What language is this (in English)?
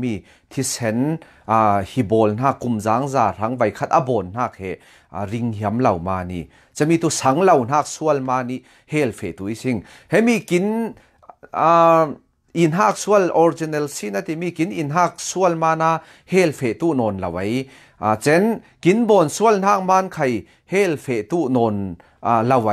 Falam Chin